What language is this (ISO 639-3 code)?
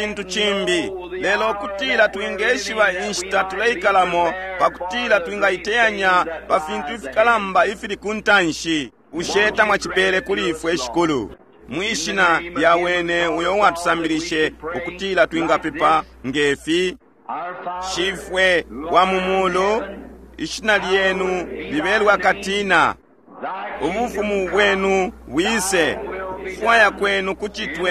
bem